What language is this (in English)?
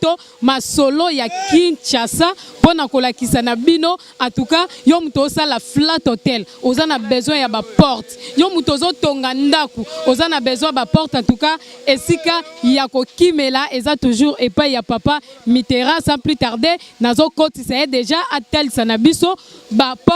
Lingala